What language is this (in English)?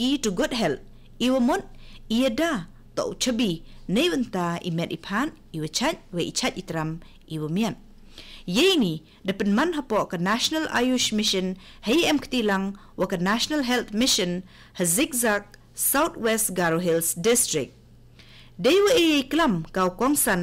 Khasi